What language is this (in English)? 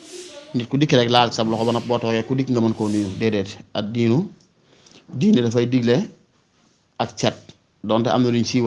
Wolof